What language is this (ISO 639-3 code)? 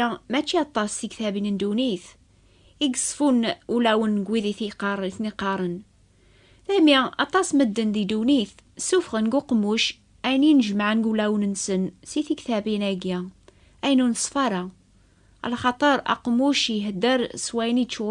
kab